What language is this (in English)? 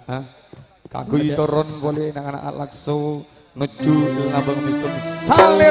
Madurese